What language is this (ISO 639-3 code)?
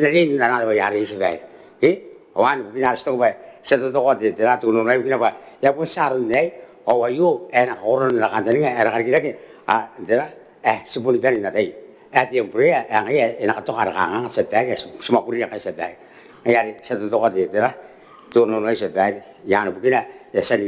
gil